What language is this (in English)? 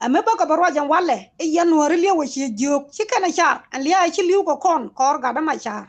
Nuer